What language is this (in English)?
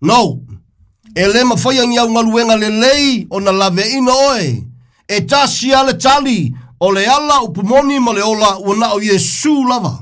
Samoan